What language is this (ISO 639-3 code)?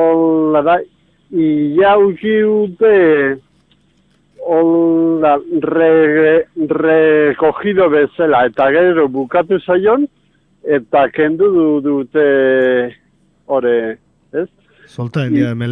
eus